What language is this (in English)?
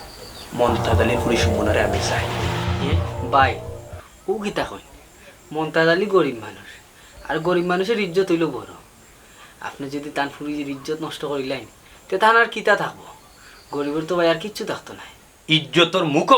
Sylheti